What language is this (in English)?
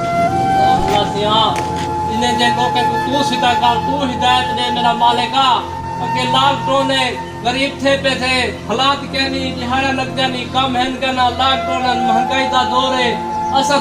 Saraiki